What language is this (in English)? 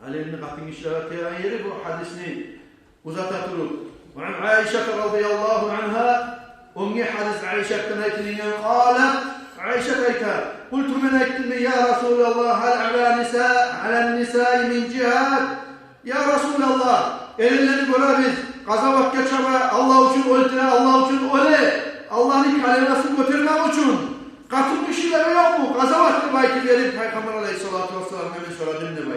Kumyk